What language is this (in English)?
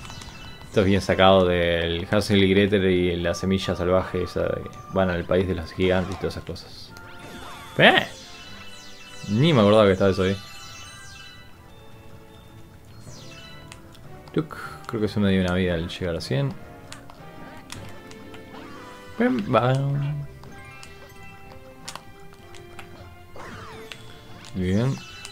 Spanish